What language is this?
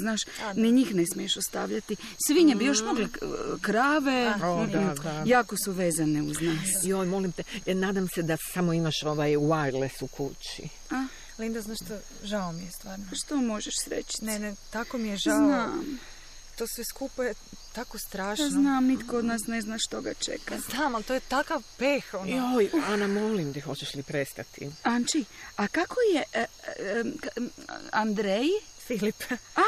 Croatian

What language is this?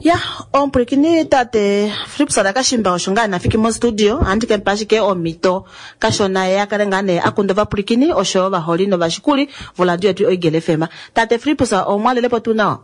Kuanyama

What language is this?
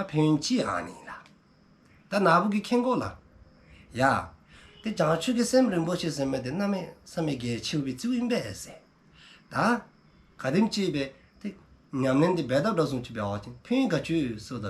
Dzongkha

